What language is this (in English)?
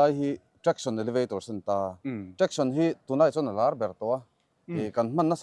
Mizo